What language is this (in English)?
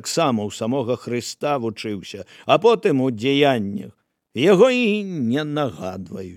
Belarusian